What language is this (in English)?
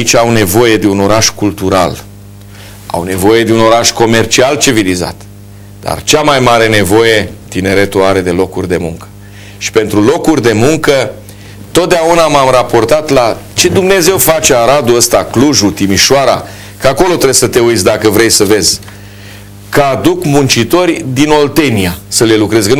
Romanian